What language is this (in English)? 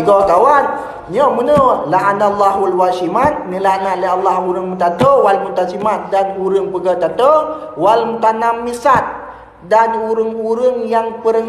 Achinese